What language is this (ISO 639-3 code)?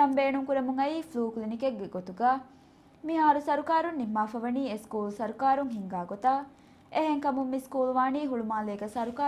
div